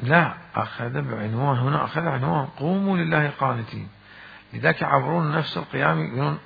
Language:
Mesopotamian Arabic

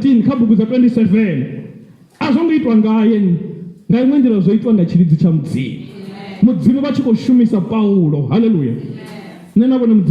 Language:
Venda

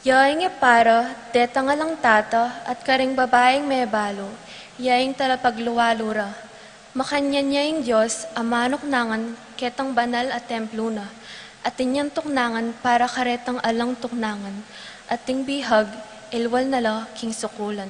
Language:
Pampanga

